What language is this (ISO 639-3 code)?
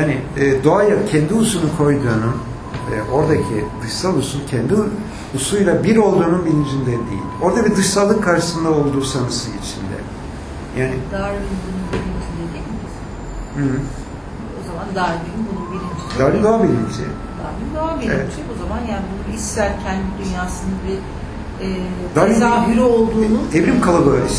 tur